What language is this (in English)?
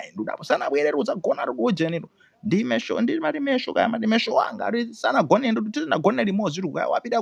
Nyanja